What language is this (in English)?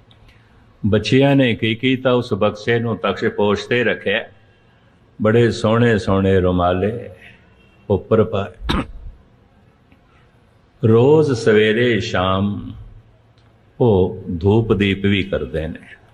Punjabi